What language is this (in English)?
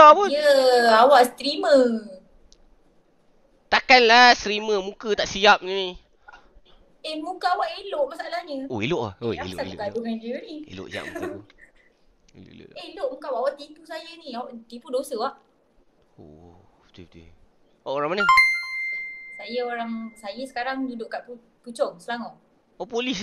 Malay